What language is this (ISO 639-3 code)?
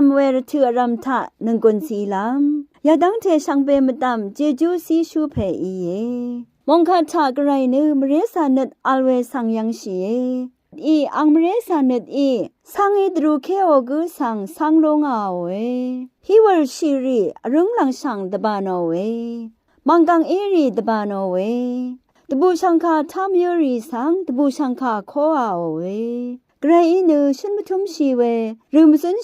raw